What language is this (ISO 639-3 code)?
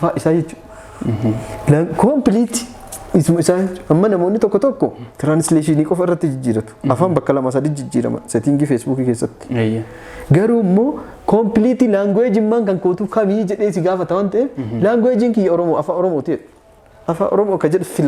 orm